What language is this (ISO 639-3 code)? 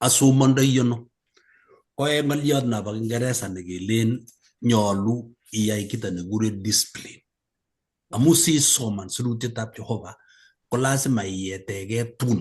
kln